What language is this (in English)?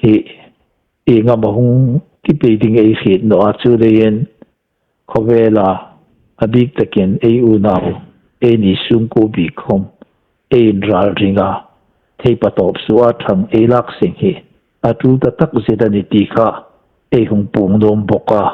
Hmar